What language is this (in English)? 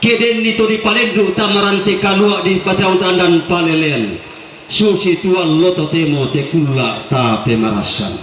Toraja-Sa'dan